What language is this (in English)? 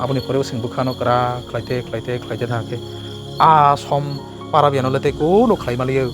Kok Borok